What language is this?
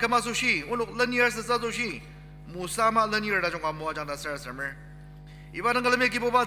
Ao Naga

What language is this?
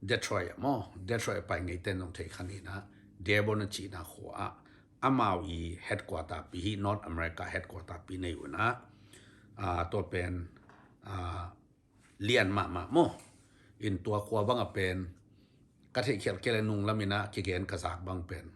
Tedim Chin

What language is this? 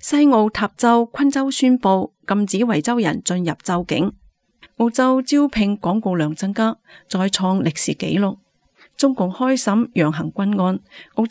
Cantonese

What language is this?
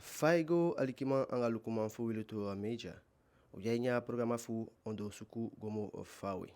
Eastern Maroon Creole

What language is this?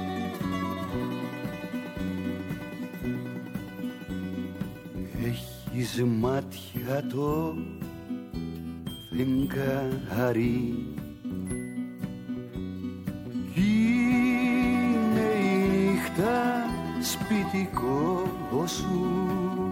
Greek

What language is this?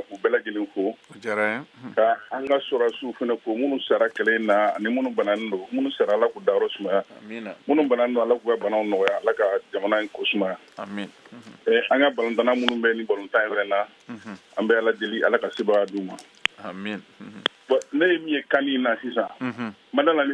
Bambara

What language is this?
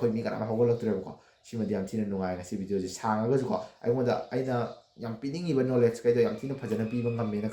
Manipuri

